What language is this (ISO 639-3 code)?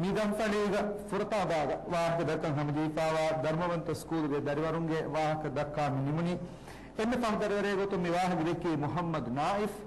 div